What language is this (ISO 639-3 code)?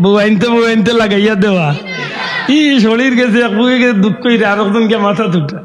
syl